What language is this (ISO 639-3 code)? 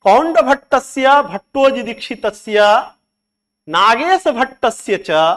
san